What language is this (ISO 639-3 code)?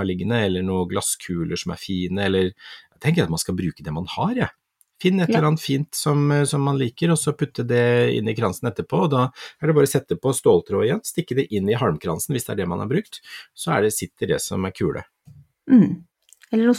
nor